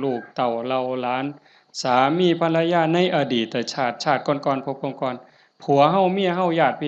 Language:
Lao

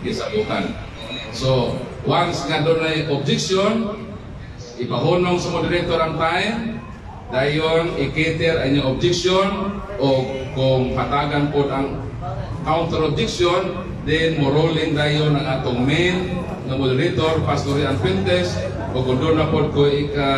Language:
Cebuano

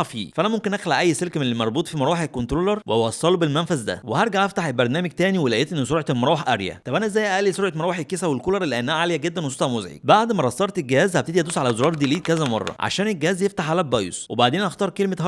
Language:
Egyptian Arabic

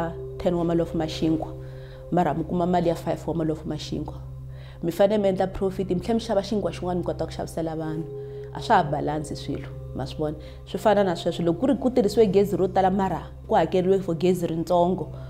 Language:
Tsonga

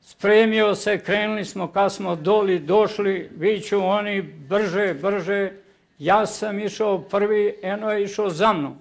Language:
Bosnian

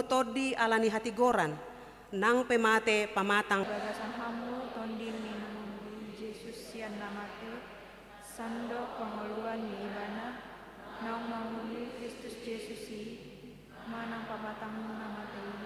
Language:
Batak Toba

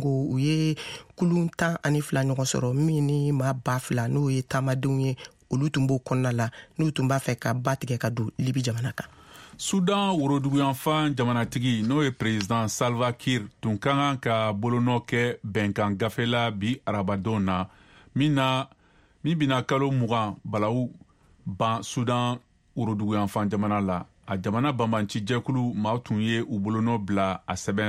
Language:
Bambara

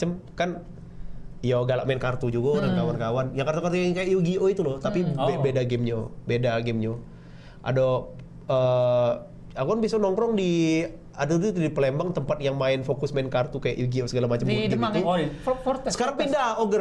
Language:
Musi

